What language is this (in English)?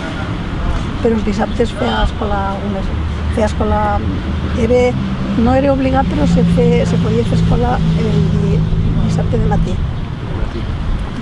Catalan